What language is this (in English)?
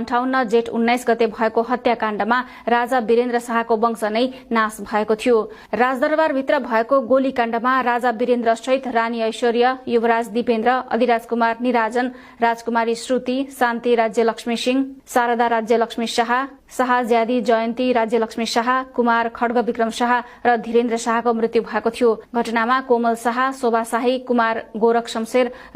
Nepali